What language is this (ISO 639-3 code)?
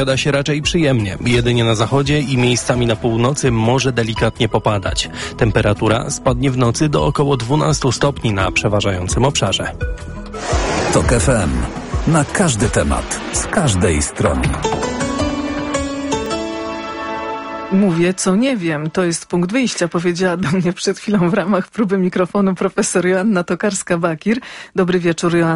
pol